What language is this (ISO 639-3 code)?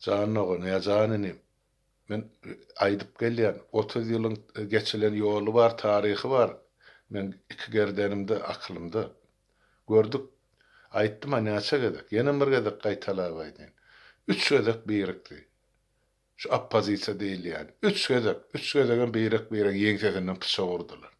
tuk